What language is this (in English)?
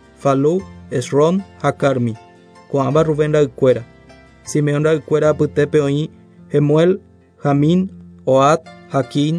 Guarani